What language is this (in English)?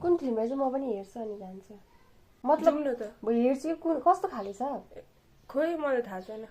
Nepali